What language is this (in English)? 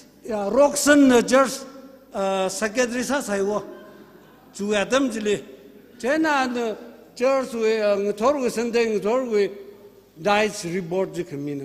Tangkhul Naga (India)